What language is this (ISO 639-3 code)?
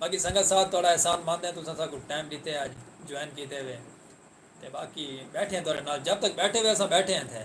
skr